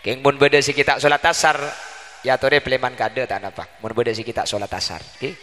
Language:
Madurese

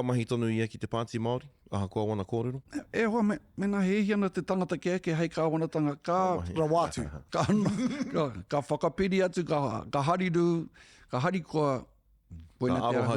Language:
Māori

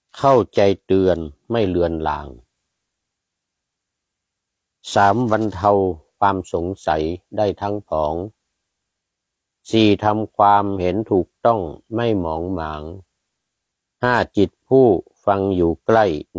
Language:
Thai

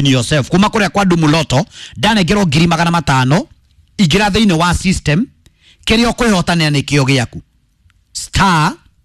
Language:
Kikuyu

